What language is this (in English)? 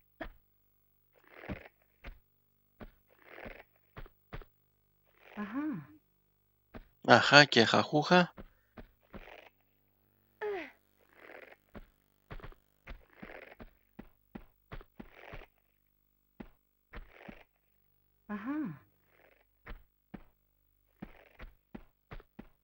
Greek